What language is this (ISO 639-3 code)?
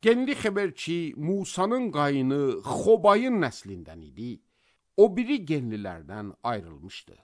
aze